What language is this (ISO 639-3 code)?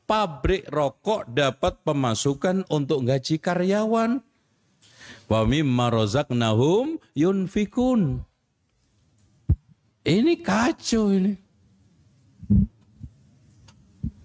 ind